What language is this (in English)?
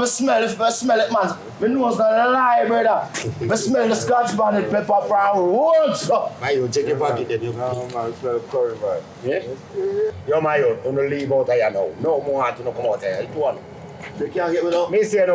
Jamaican Creole English